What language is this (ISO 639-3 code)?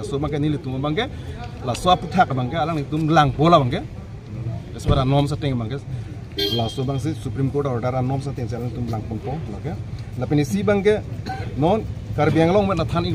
mjw